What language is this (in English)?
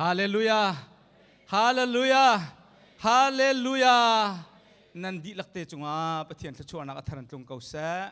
Hakha Chin